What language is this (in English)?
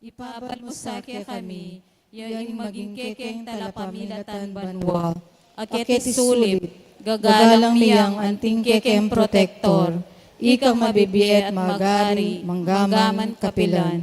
Pampanga